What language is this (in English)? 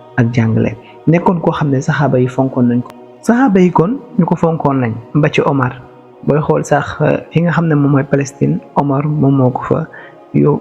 Wolof